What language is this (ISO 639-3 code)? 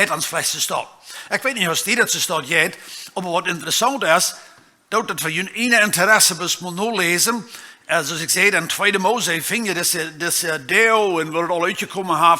pdt